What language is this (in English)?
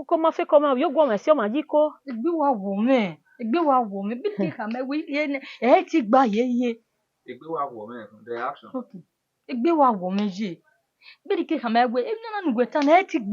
Bini